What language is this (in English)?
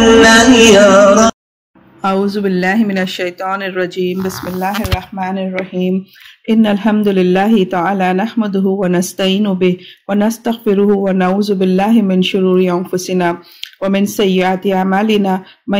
Urdu